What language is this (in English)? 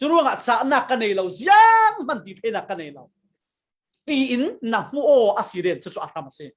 Falam Chin